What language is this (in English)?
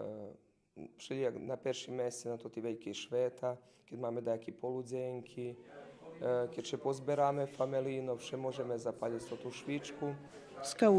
Rusyn